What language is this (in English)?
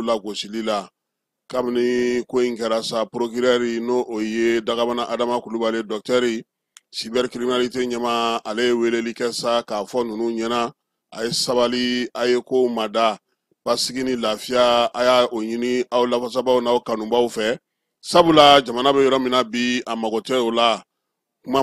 Bambara